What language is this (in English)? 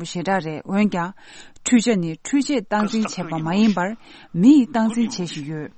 Tibetan